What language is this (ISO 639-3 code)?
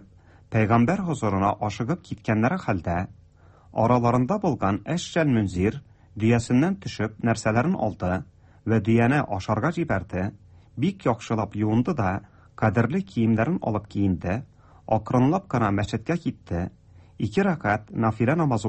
tat